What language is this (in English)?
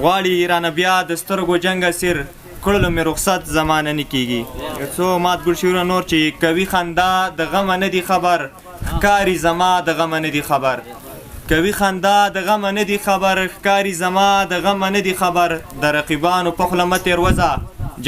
Pashto